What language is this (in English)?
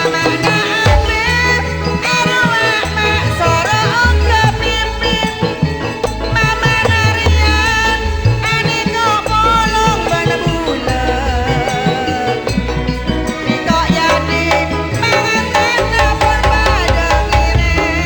Madurese